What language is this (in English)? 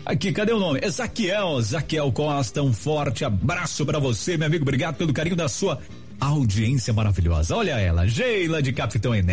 Portuguese